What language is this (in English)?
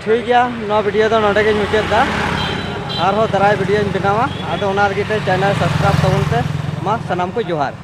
Santali